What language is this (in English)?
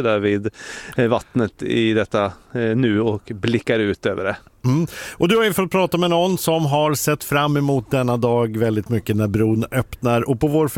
Swedish